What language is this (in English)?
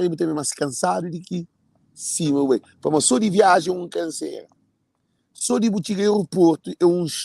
Kabuverdianu